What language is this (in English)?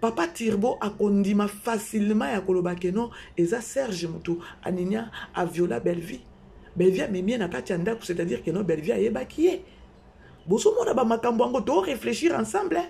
Lingala